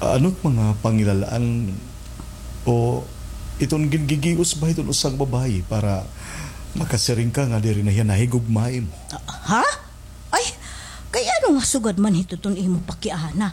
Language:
Waray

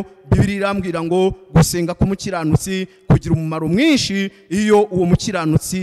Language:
Kinyarwanda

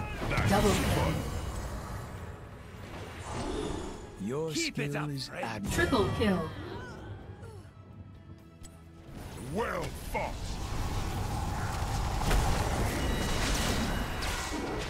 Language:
English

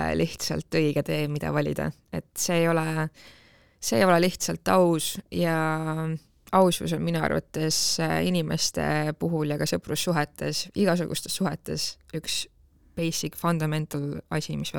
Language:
Estonian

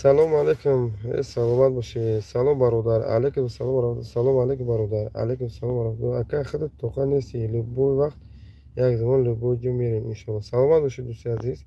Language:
Tajik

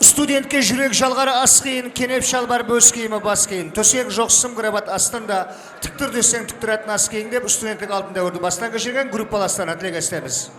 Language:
Kara-Kalpak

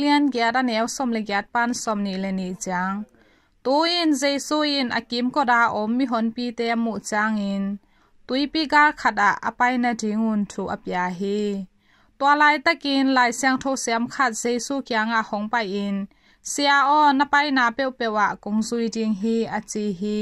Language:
Tedim Chin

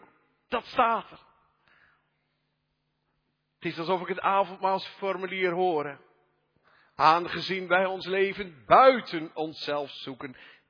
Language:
Dutch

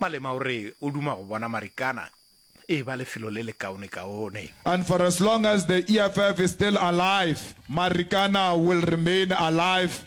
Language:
Northern Sotho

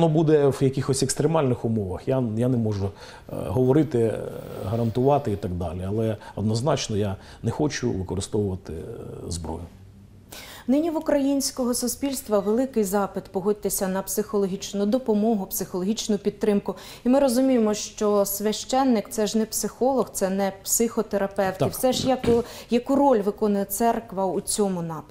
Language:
Ukrainian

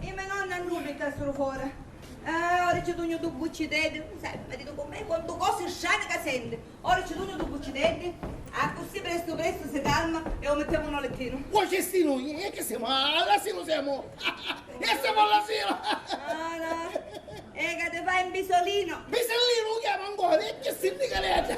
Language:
Sicilian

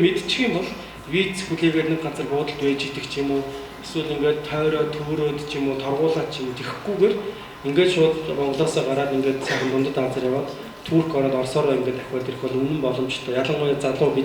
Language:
Mongolian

